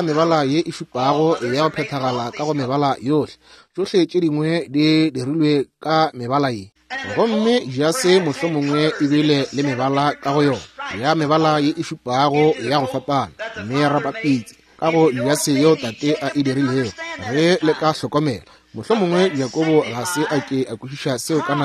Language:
Northern Sotho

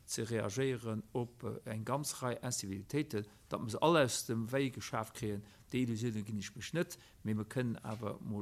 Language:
Luxembourgish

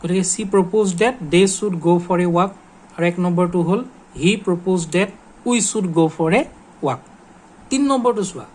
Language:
Assamese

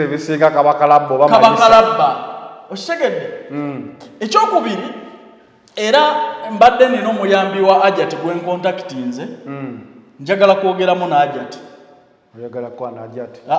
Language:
Ganda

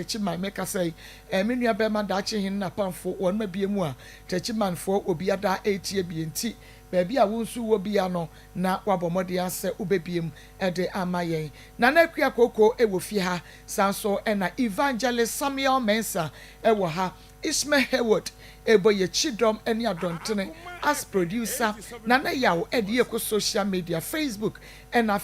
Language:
Akan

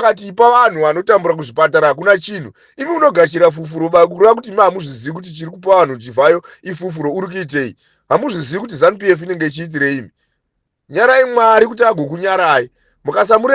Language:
Shona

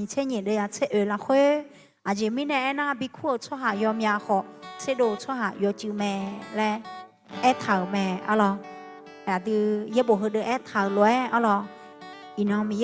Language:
Akha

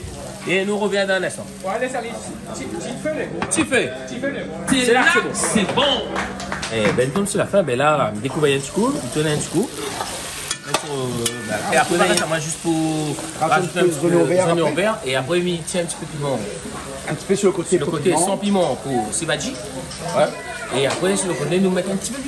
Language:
Réunion Creole French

